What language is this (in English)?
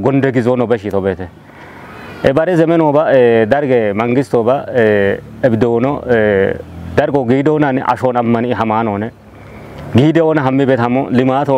Kafa